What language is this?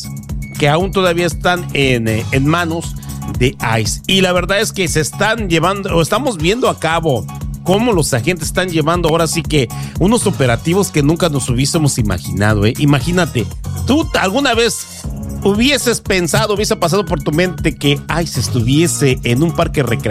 Spanish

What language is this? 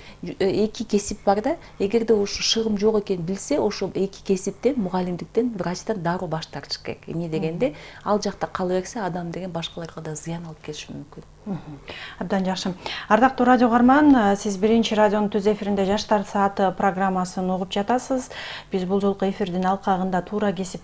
Kyrgyz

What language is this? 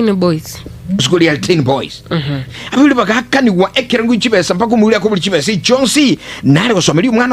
Gusii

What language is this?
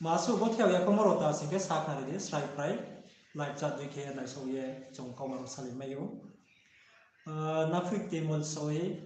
Riang (India)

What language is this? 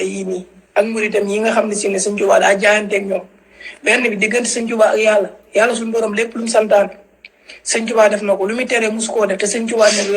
Wolof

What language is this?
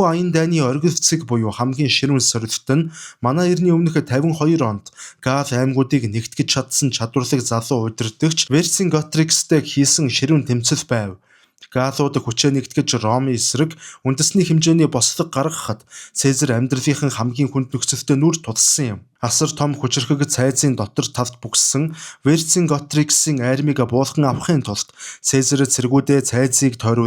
Mongolian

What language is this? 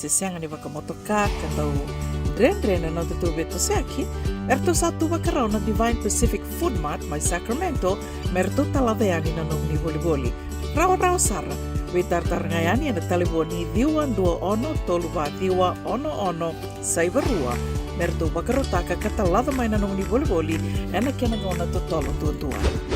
Fijian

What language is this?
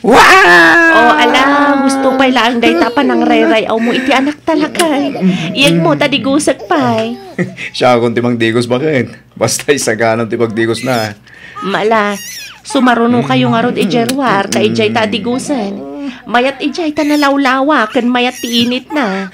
Iloko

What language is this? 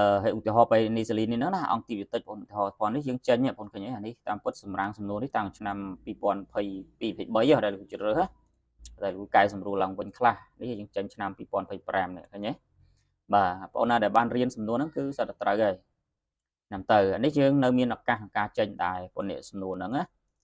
Khmer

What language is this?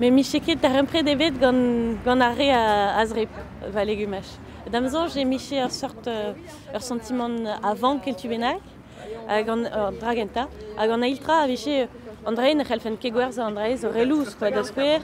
Breton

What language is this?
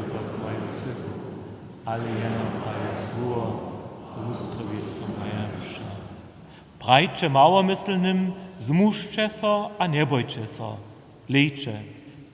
Upper Sorbian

